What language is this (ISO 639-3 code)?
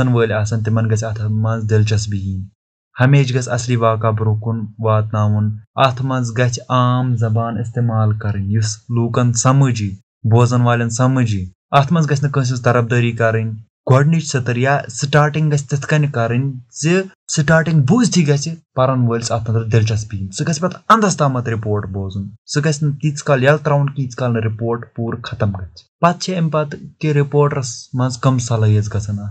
kas